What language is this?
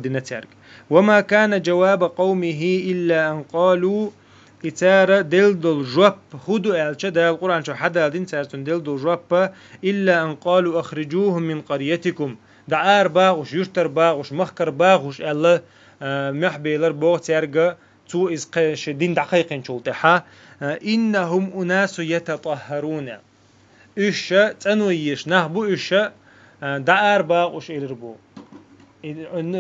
Chechen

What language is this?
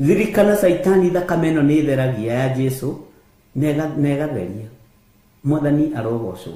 Kikuyu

